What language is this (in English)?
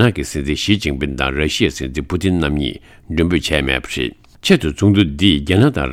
Tibetan